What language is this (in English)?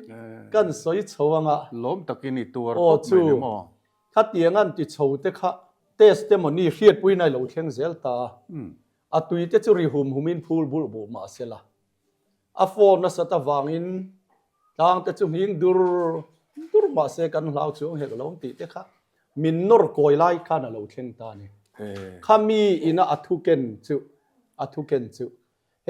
Mizo